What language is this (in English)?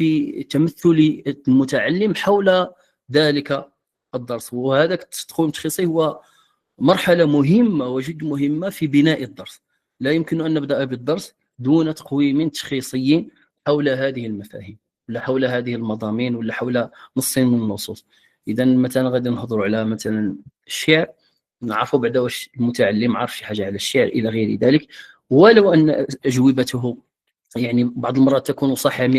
Moroccan Arabic